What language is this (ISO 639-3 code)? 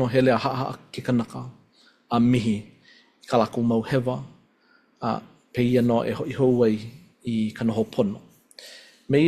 haw